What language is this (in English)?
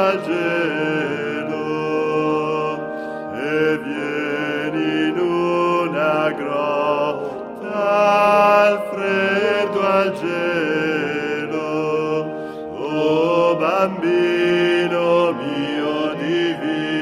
Italian